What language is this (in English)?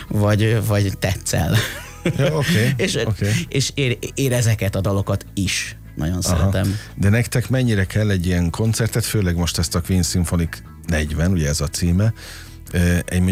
Hungarian